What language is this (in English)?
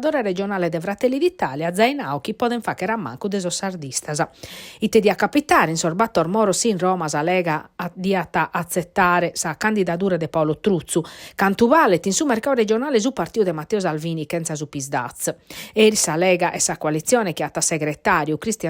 Sardinian